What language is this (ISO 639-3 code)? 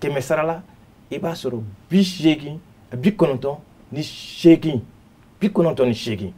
bam